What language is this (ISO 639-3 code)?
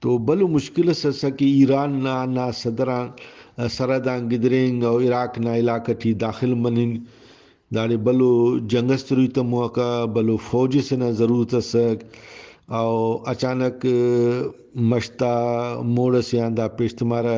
brh